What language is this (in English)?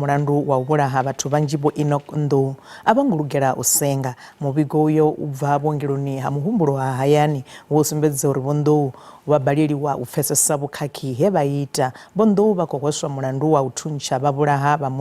Venda